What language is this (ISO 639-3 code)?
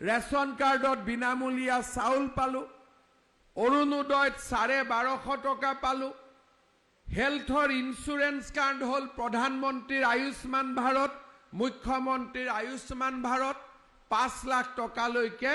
asm